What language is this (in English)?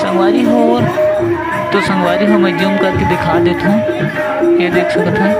Chhattisgarhi